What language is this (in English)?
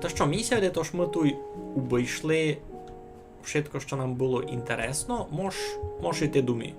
Rusyn